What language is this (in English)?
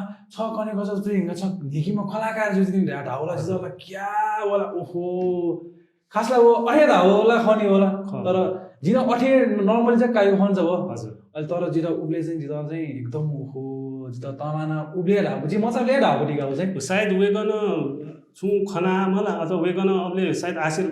Newari